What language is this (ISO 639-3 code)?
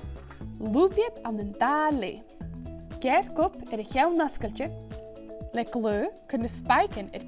gla